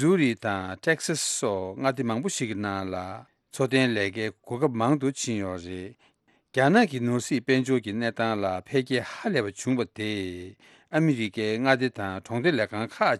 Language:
Tibetan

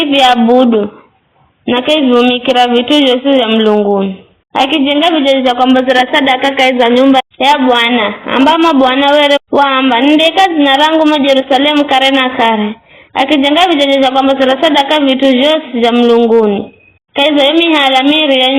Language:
Giryama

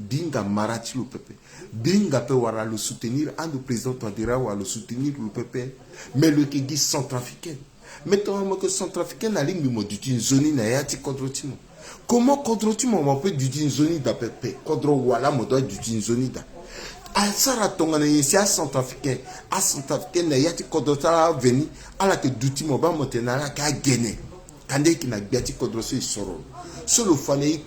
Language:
Sango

